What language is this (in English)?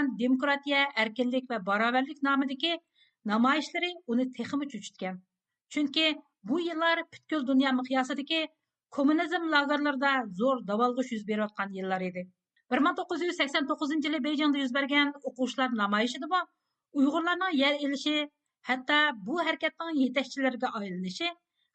Uyghur